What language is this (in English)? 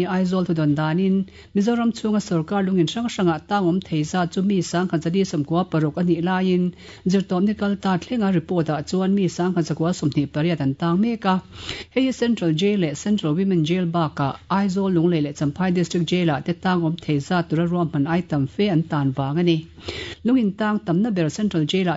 Mizo